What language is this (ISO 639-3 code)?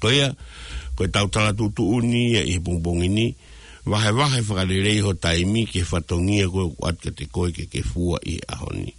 ton